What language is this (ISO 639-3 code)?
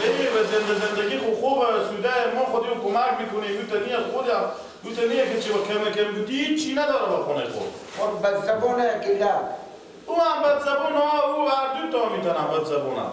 fas